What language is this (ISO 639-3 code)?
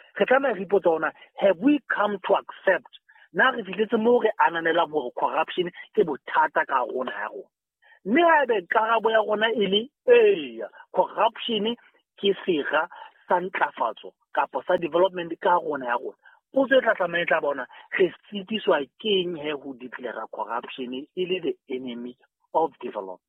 sot